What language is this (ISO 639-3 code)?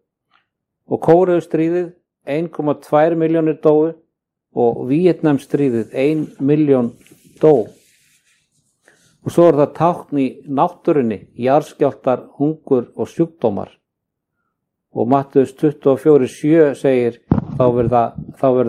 isl